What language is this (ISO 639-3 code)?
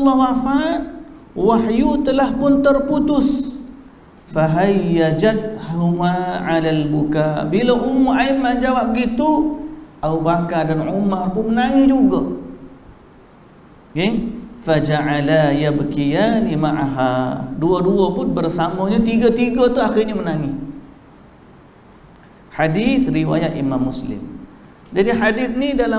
msa